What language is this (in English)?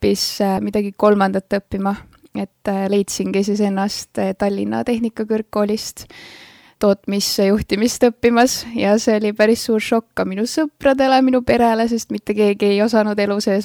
Estonian